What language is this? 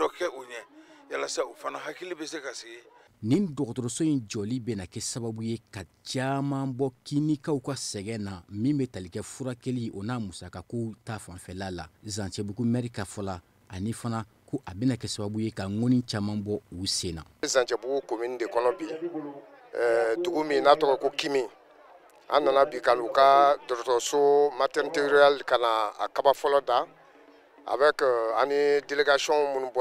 Bambara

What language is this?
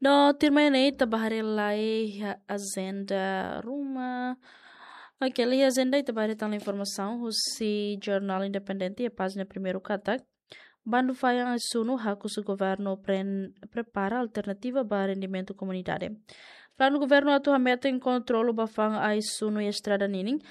Tetum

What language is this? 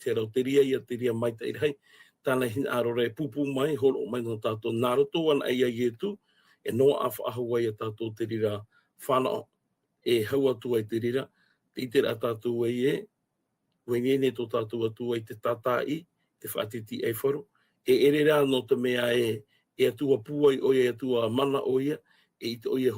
Tahitian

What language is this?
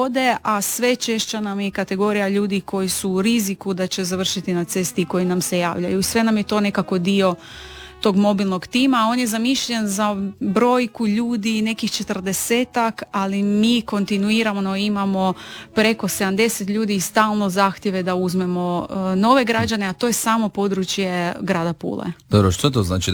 Croatian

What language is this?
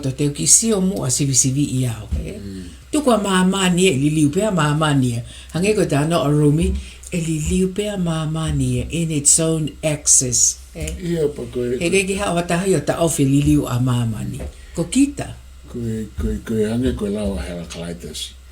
Tongan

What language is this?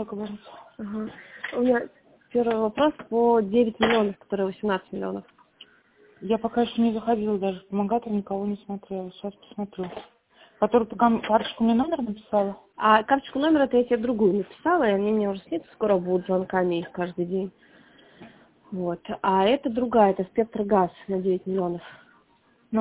Russian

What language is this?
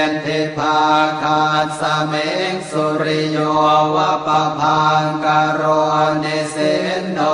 Pali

